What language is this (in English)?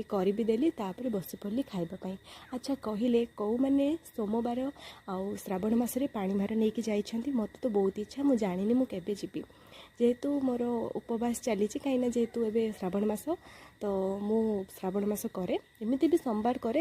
Odia